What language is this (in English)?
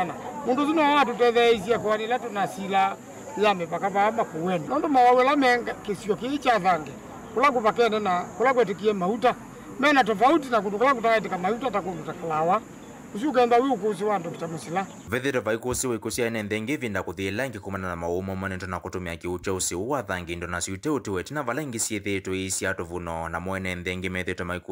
Kamba